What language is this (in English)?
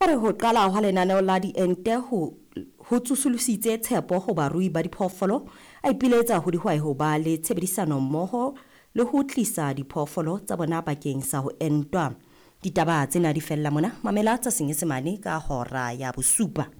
Southern Sotho